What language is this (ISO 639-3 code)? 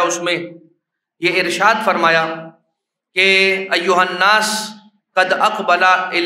urd